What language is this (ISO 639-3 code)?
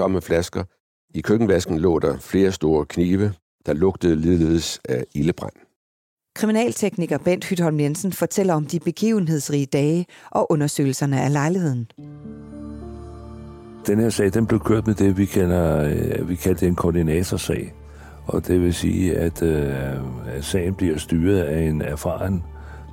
dan